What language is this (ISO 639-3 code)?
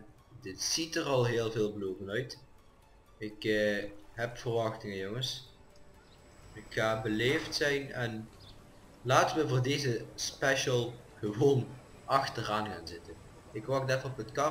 nld